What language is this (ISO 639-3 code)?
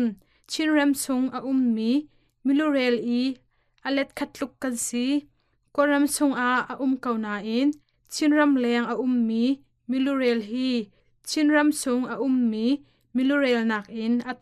cnh